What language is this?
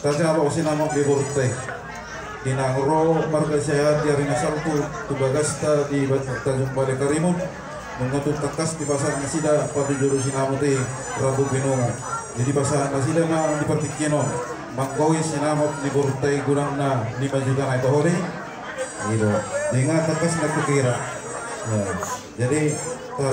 Batak Toba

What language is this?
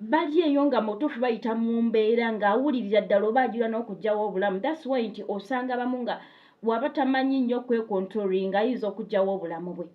Ganda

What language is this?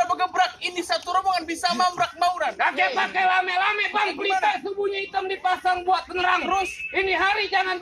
Betawi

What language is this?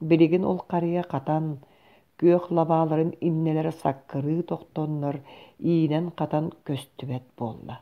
Yakut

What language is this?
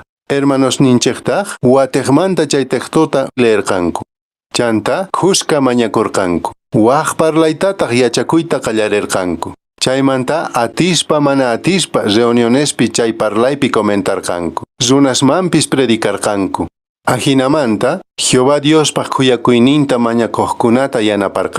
Quechua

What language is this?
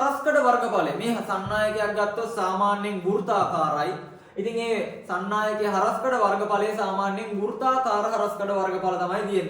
Sinhala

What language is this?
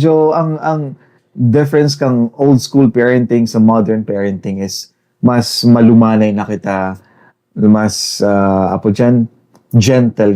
Bikol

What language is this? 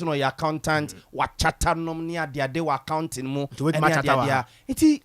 Akan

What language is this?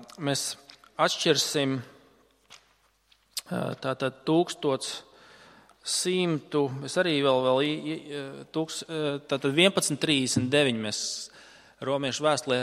Latvian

